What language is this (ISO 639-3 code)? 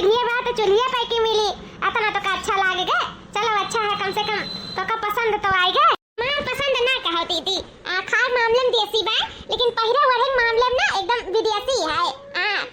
awa